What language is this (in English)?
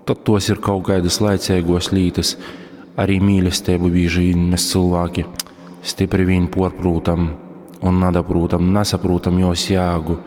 Latgalian